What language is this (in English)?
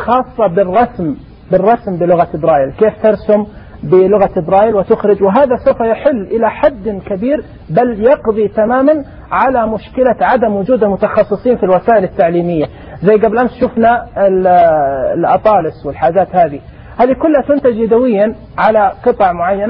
Najdi Arabic